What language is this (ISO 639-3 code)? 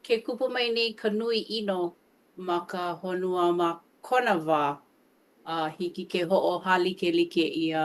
haw